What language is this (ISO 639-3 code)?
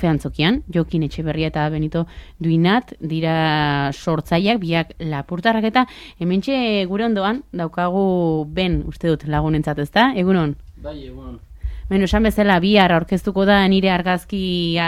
eus